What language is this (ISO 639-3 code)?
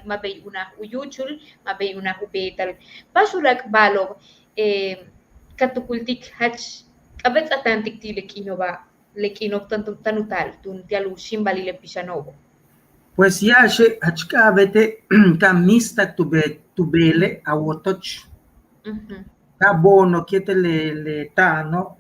yua